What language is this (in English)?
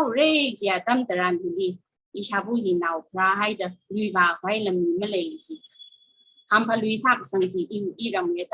Tangkhul Naga (India)